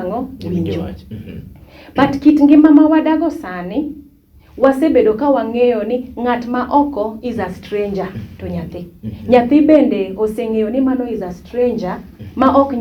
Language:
Luo (Kenya and Tanzania)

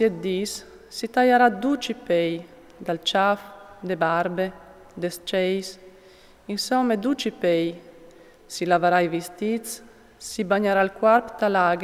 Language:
Friulian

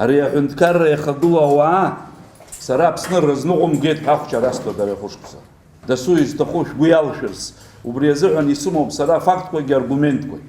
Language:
Abkhazian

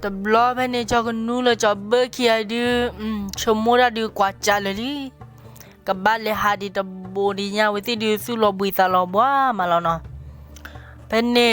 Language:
S'gaw Karen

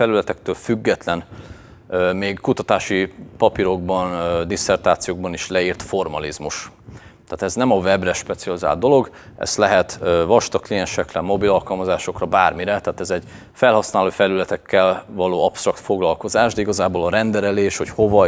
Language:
Hungarian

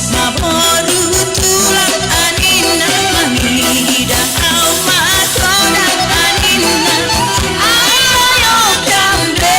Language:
Batak Simalungun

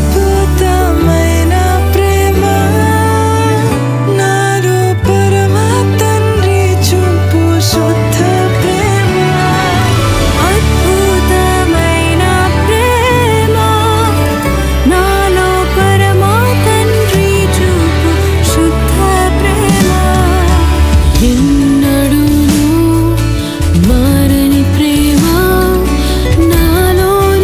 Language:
Telugu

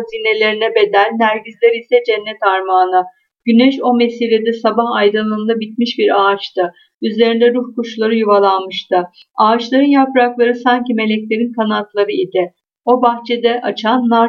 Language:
Turkish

